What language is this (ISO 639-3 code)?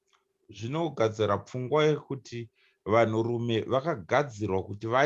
sna